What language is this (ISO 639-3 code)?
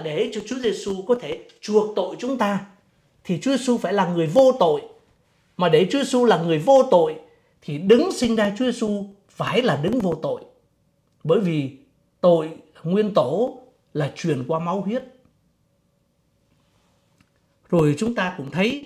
vie